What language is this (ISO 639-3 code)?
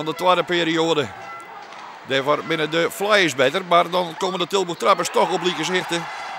fry